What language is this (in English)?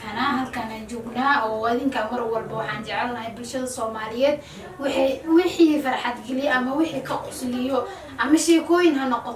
Somali